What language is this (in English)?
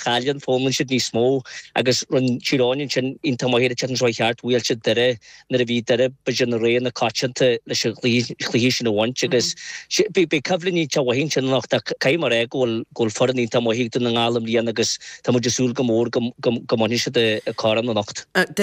Irish